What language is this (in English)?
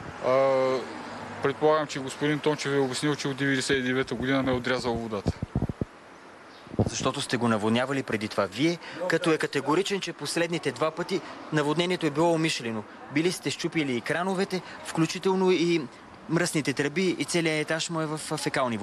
Bulgarian